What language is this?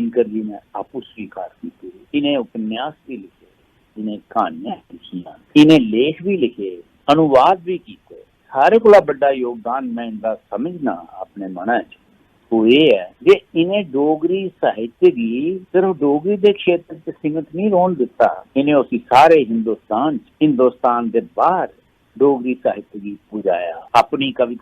Dogri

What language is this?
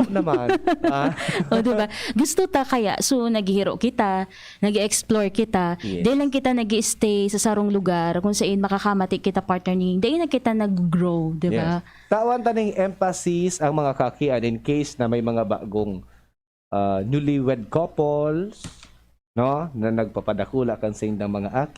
Bikol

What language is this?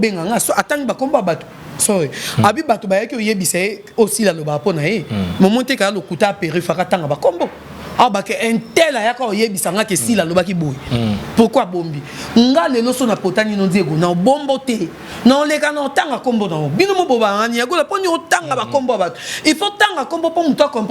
Lingala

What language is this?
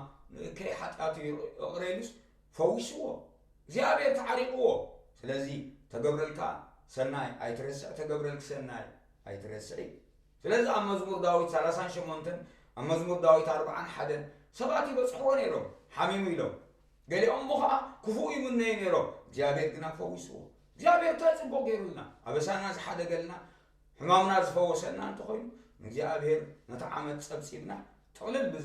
Tigrinya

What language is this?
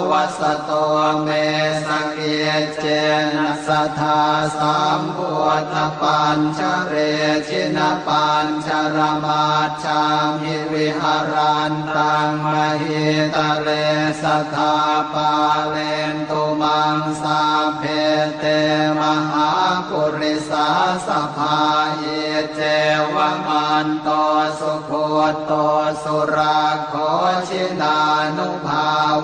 Pali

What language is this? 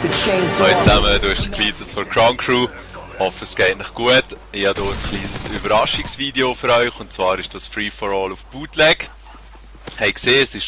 Swiss German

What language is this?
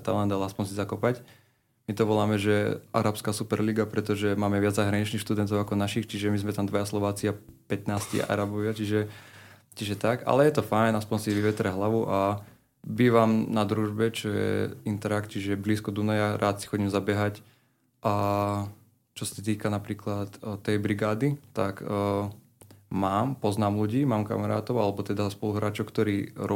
Slovak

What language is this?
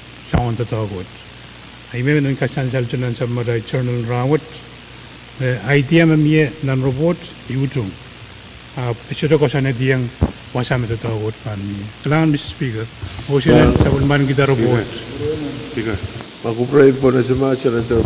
Pohnpeian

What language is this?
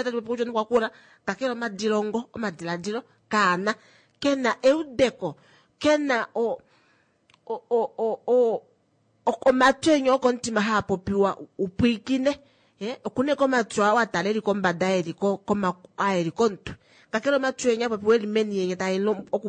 Kuanyama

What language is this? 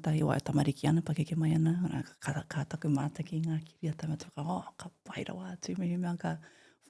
Māori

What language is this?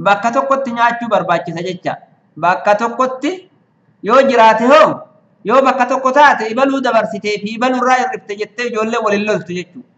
Oromo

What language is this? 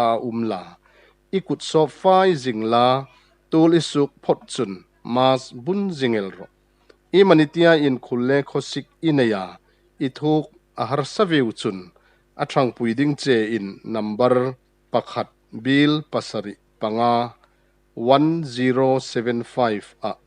Hmar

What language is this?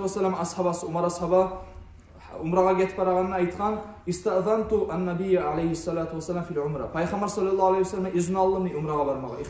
Kumyk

